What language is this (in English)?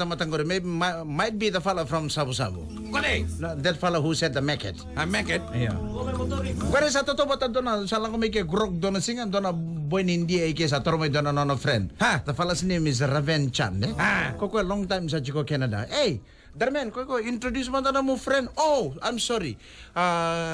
Fijian